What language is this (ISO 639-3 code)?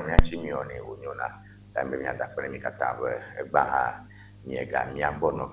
ewe